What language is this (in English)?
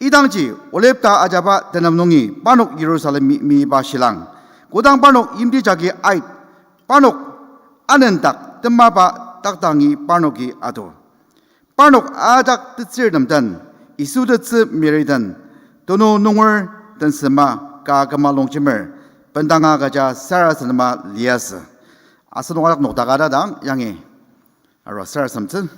Ao Naga